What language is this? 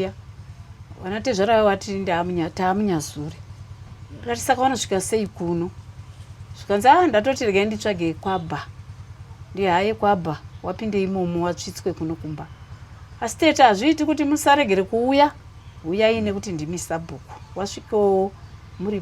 Shona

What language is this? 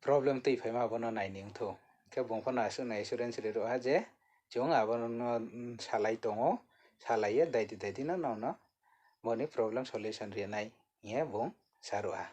Riang (India)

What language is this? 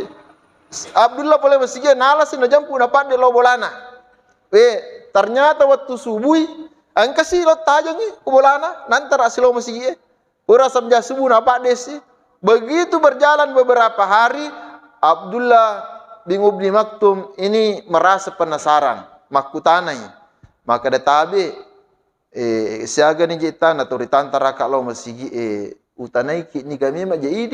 Buginese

